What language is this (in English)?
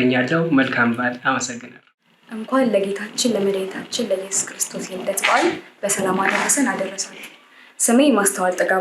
Amharic